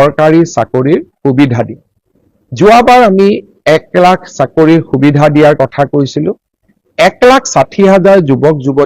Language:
Assamese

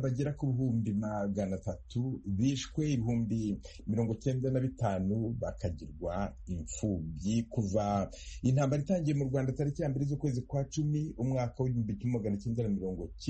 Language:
Kinyarwanda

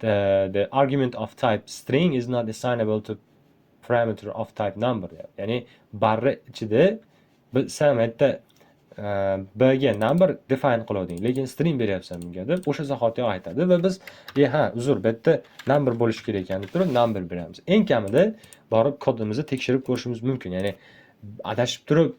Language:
Uzbek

